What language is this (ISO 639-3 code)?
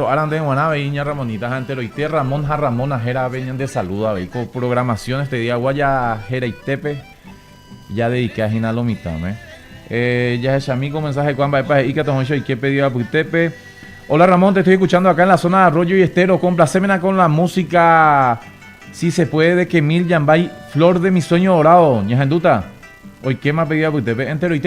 grn